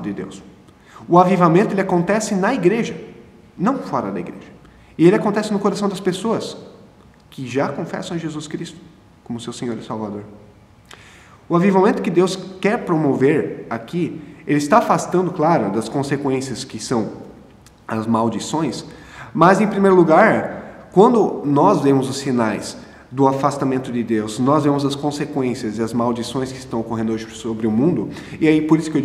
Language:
Portuguese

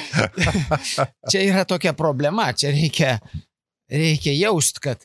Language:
Lithuanian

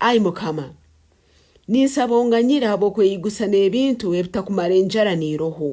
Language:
Nyankole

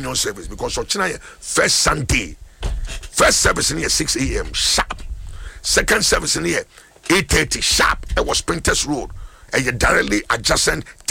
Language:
Akan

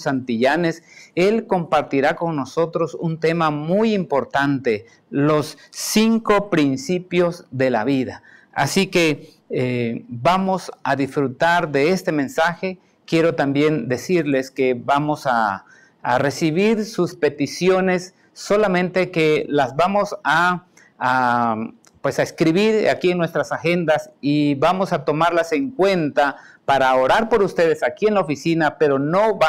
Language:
Spanish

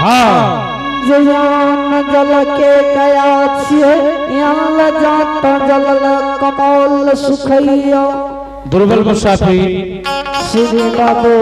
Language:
Angika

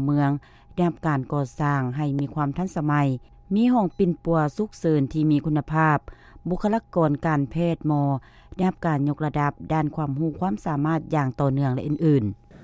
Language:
Lao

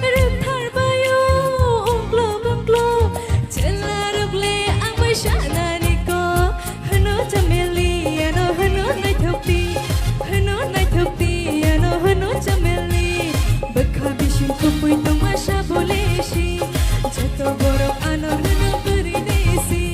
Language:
Kok Borok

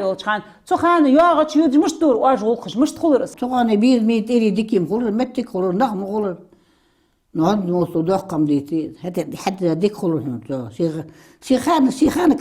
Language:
Ingush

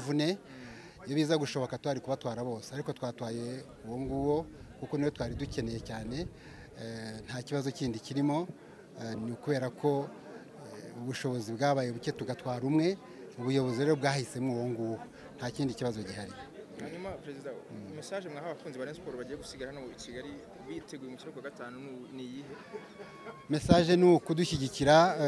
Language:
Kinyarwanda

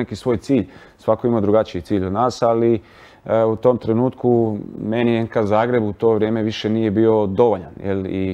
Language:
Croatian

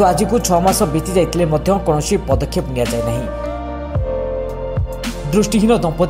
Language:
Odia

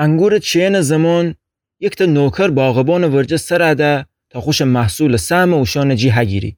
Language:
Gilaki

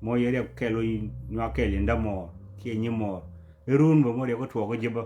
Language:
Nuer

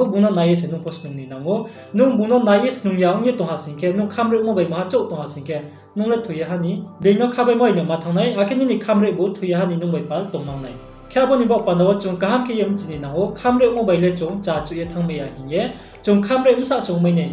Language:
Riang (India)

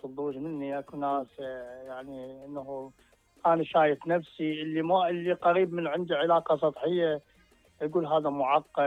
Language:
Mesopotamian Arabic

